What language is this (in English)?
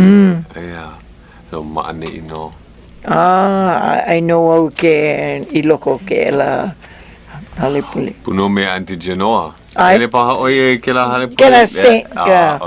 Hawaiian